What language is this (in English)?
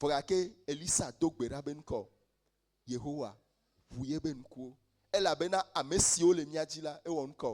Ewe